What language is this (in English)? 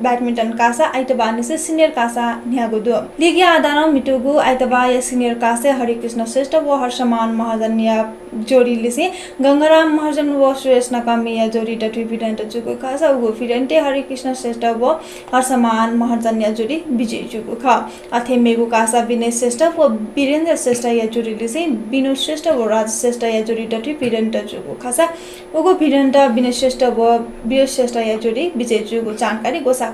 Newari